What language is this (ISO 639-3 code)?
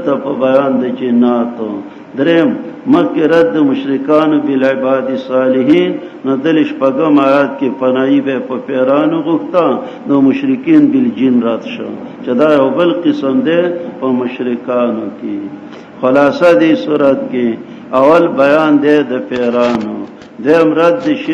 pus